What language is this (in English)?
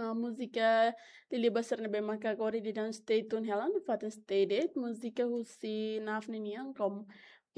Tetum